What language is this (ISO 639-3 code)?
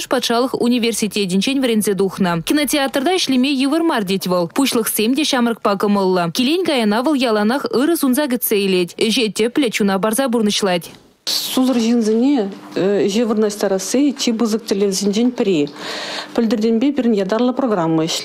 chv